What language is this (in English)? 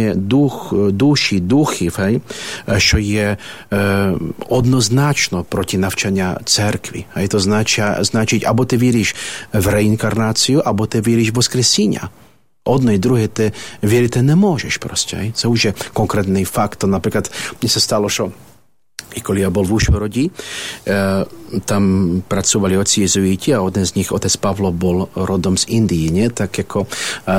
Ukrainian